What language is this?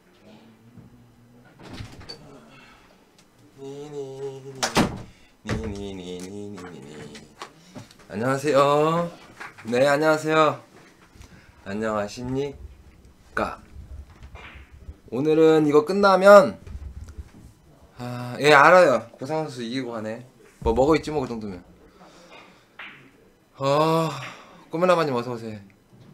Korean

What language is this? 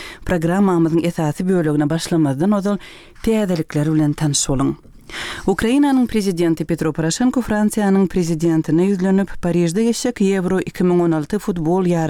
Turkmen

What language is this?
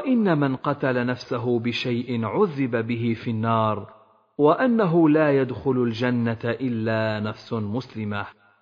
Arabic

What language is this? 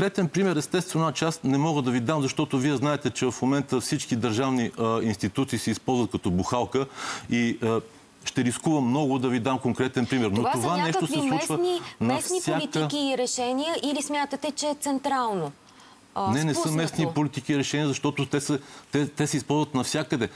Bulgarian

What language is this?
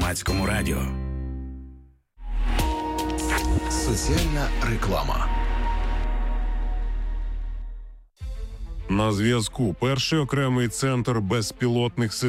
Ukrainian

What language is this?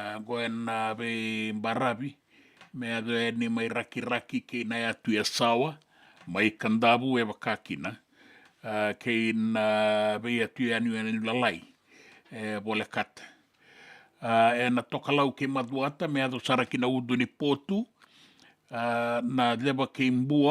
Fijian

